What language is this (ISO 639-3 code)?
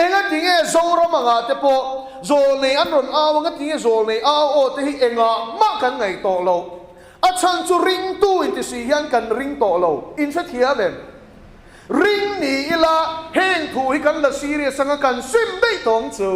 lus